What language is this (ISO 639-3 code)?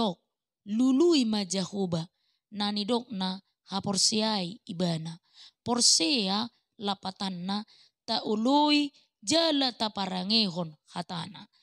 bbc